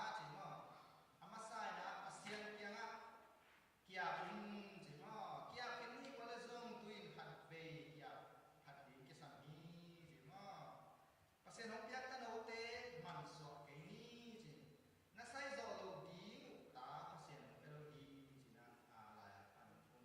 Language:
Tedim Chin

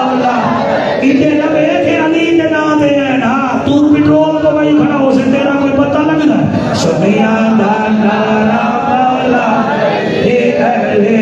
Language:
Saraiki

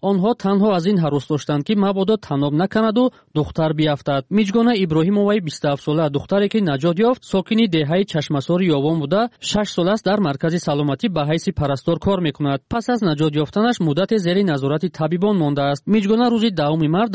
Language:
Tajik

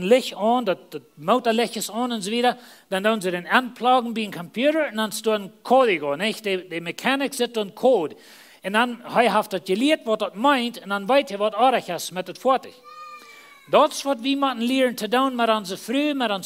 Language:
Plautdietsch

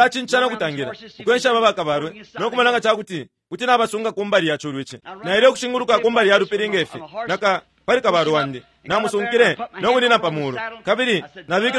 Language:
Bemba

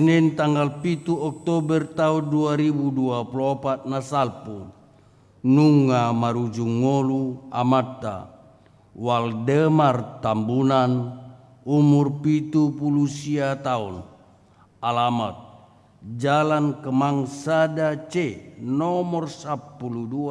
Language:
Batak Toba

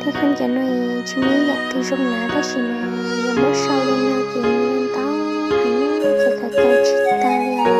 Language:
Hmong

